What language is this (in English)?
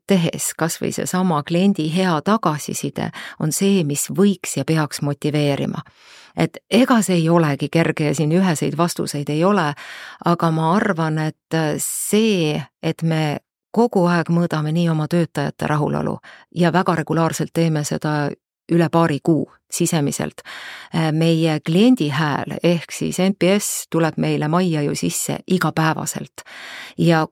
Estonian